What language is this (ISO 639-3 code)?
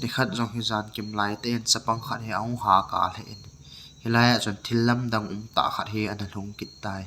tcz